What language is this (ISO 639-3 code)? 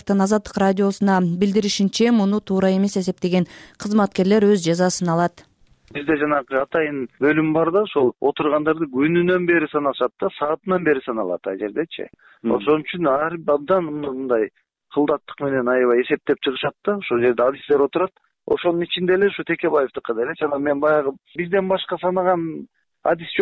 kir